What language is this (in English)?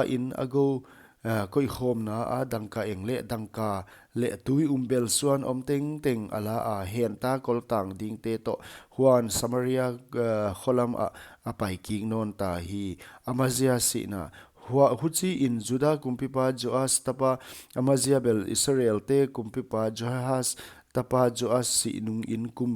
Paite Chin